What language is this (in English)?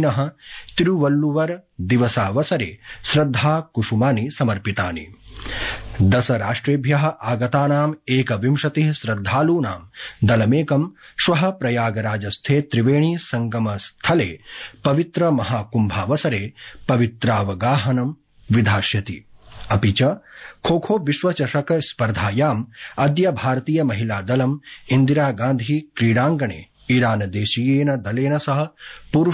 Sanskrit